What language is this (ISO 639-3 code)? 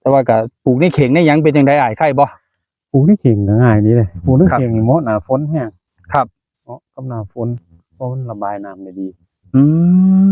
tts